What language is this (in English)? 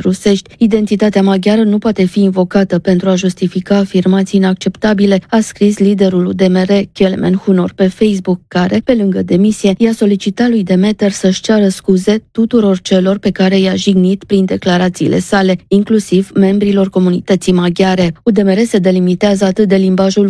Romanian